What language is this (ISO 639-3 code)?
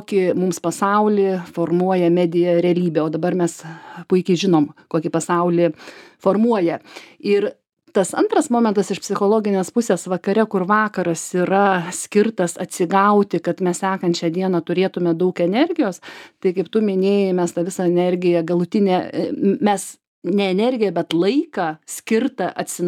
lit